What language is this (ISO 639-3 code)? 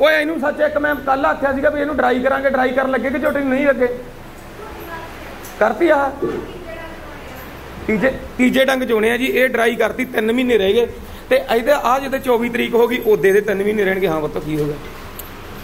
pan